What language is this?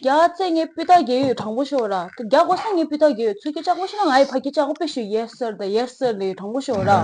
Tibetan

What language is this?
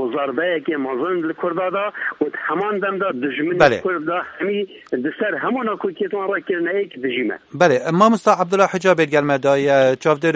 Kurdish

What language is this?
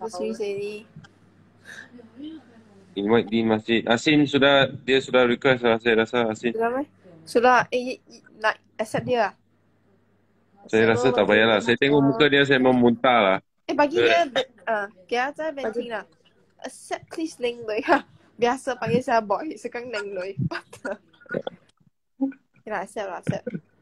Malay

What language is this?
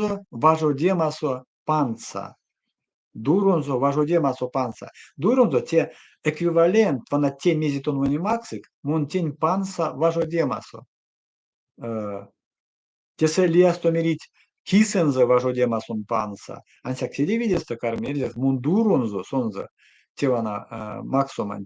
Erzya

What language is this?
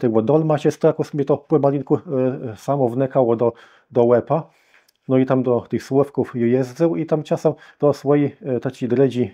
Kashubian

